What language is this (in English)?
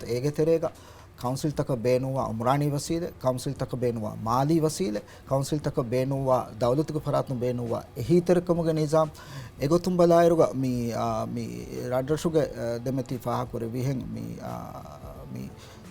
Divehi